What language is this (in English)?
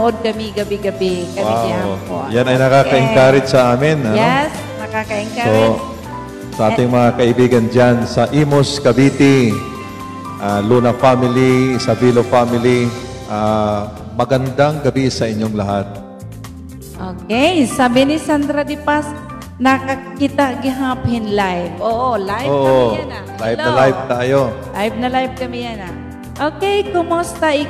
Waray